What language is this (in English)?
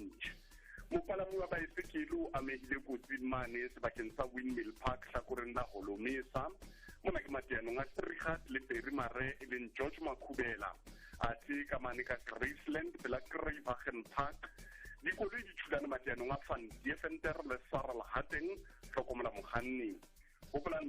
Southern Sotho